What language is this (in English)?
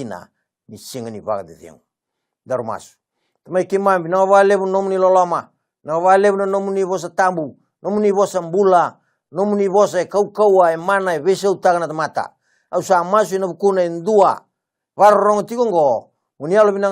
Fijian